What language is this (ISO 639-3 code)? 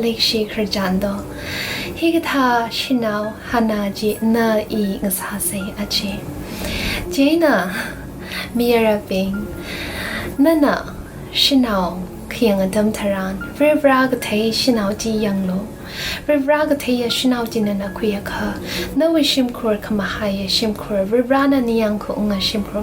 nmf